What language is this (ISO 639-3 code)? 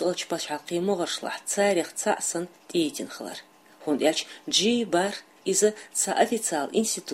che